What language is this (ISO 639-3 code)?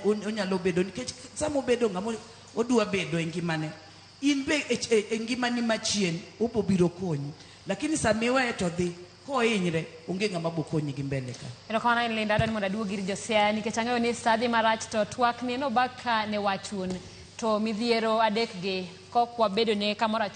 luo